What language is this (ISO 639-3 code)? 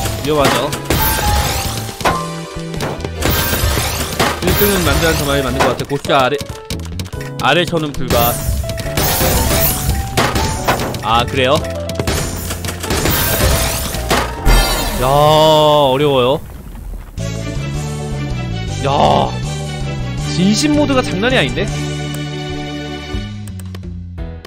kor